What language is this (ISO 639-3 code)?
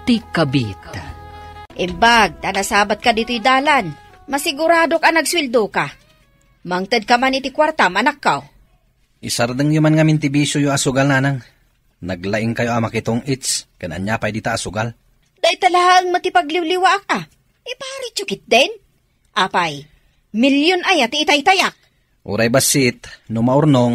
ilo